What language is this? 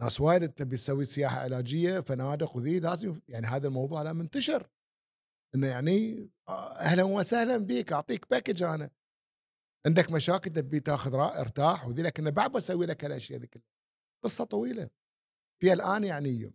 Gulf Arabic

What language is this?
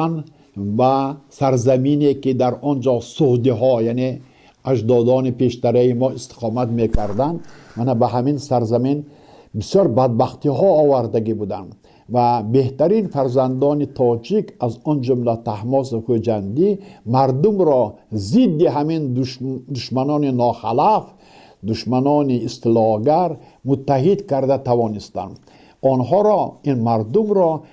Tajik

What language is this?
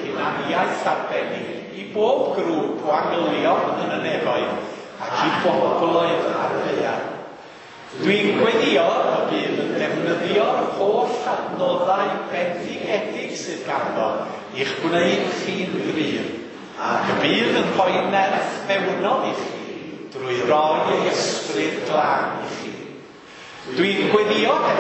Welsh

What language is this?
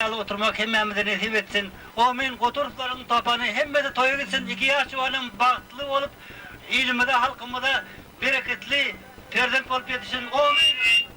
Turkmen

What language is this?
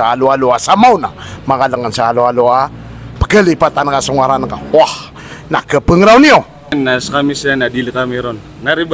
Maranao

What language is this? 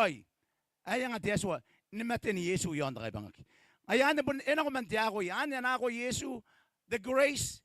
Gilbertese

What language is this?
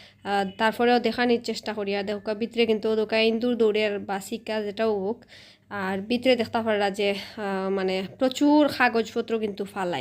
Sylheti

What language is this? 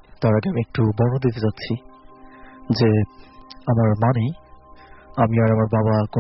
Bangla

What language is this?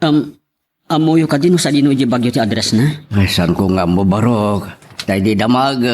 Iloko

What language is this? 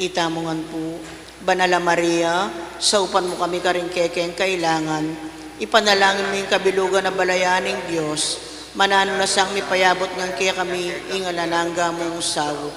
Pampanga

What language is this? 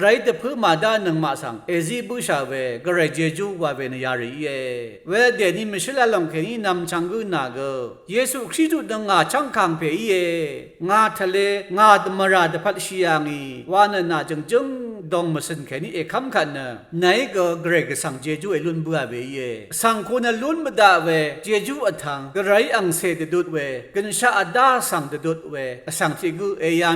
Rawang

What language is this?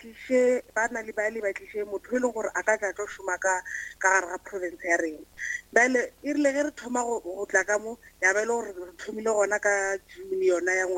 Northern Sotho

